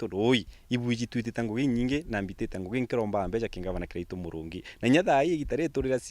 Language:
Meru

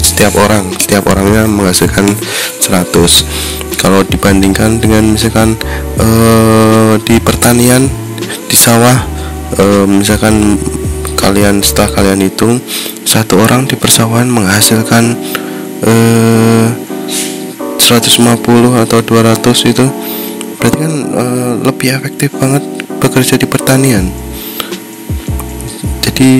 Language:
Indonesian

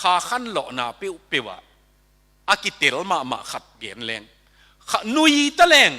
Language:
Tedim Chin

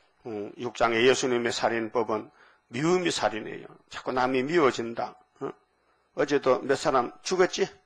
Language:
Korean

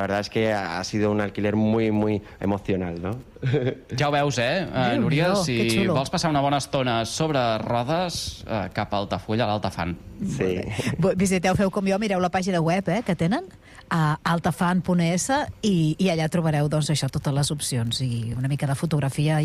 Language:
Catalan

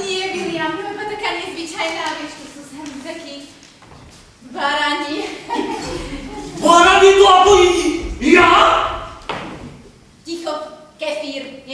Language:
Slovak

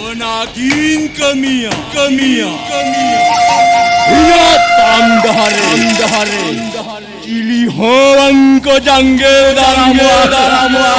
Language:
Santali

